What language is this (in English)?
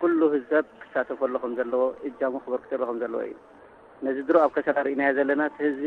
Tigrinya